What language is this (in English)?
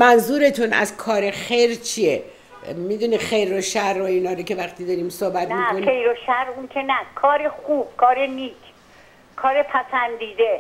Persian